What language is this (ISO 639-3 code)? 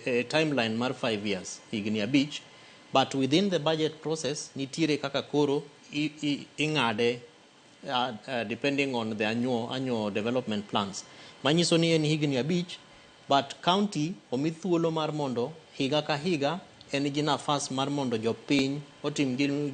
luo